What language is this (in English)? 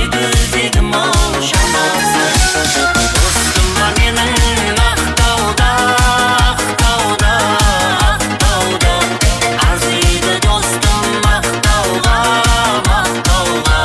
Kara-Kalpak